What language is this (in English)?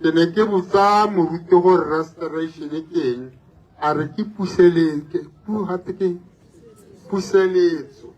Tswana